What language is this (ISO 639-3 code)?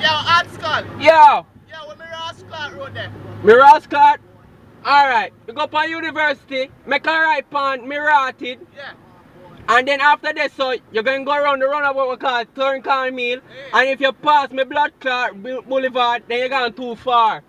jam